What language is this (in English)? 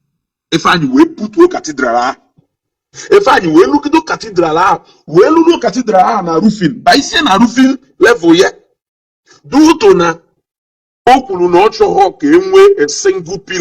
Igbo